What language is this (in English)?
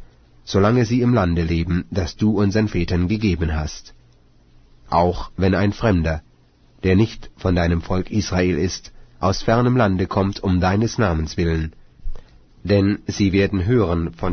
German